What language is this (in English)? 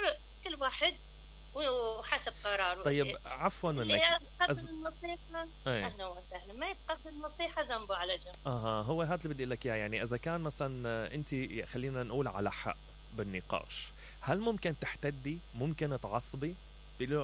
Mesopotamian Arabic